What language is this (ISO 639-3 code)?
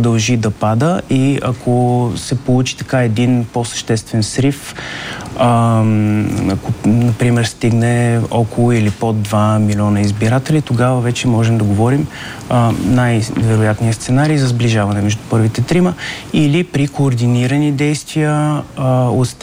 bul